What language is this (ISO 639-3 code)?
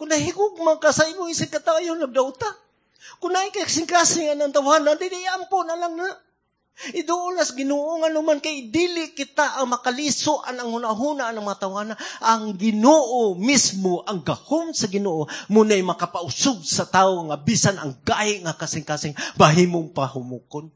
ceb